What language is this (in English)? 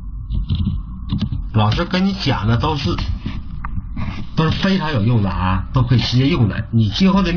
Chinese